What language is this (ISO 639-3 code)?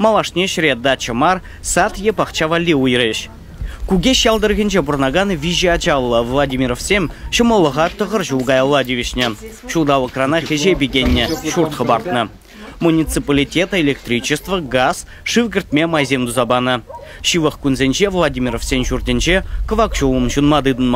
chv